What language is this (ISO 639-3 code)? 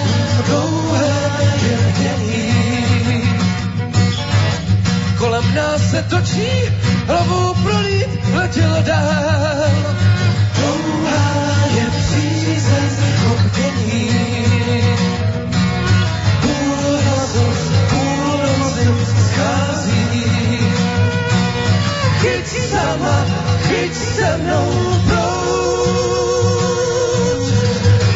ces